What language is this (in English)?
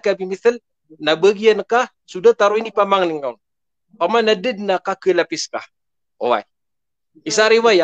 Maranao